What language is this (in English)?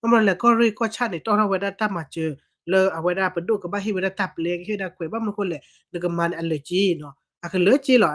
S'gaw Karen